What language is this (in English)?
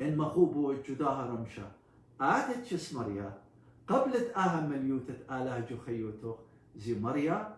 Assyrian Neo-Aramaic